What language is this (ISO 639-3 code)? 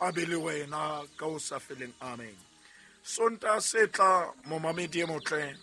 sot